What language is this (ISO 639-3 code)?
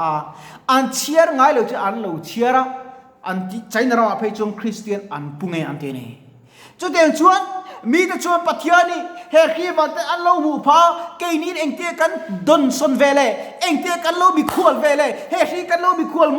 lus